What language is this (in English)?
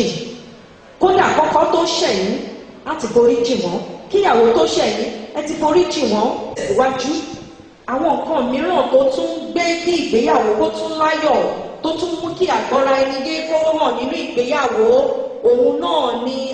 Yoruba